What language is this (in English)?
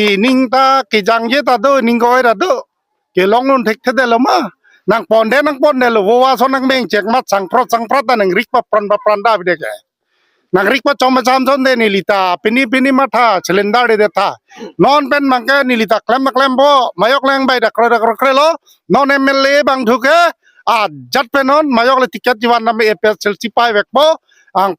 Karbi